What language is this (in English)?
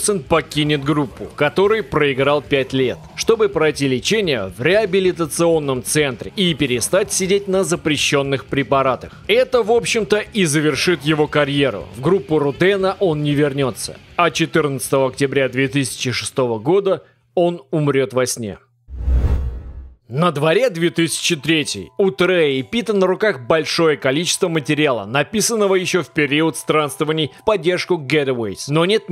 Russian